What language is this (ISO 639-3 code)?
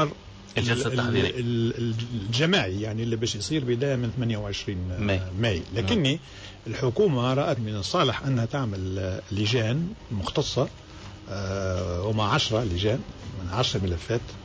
aeb